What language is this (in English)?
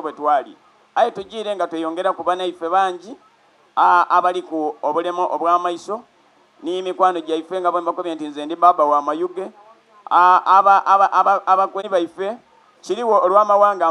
Soga